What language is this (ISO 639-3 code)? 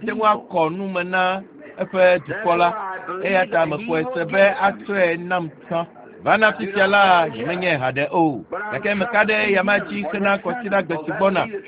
ewe